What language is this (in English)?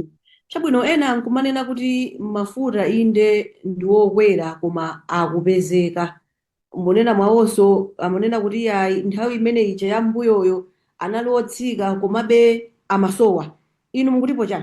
Nyanja